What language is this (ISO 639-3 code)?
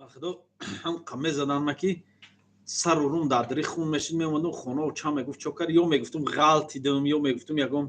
tgk